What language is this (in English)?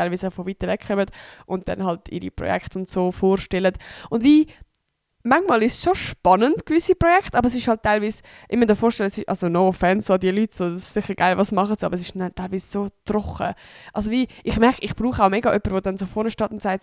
Swiss German